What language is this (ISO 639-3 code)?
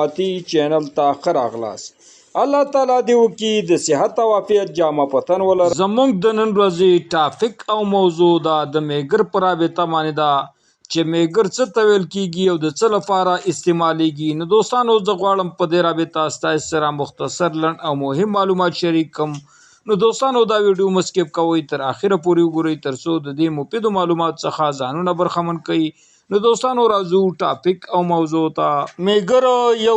pus